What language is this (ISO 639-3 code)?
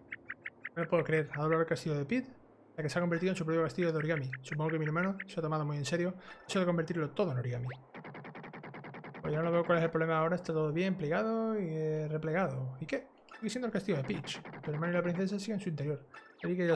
spa